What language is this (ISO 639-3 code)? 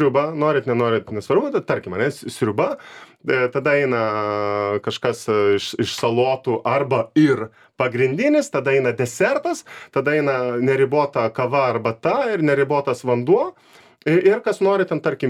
lit